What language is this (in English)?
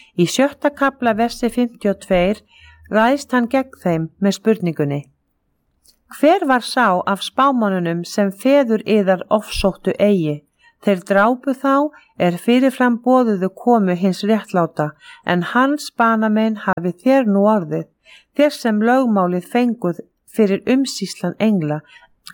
Icelandic